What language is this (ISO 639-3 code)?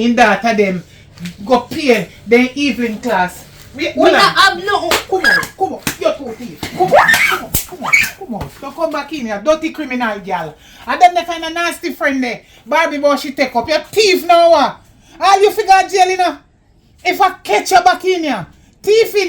jam